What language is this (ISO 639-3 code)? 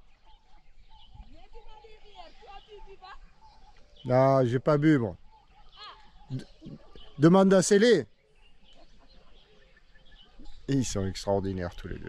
fra